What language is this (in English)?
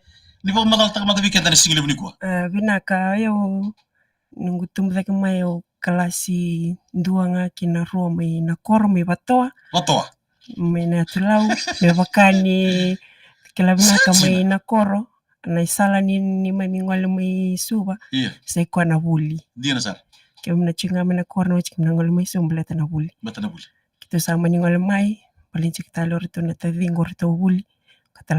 Fijian